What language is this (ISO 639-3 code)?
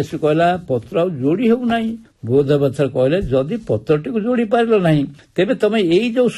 ori